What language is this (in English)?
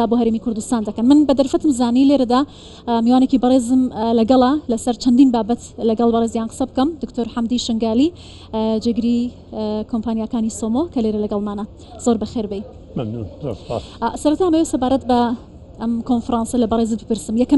Central Kurdish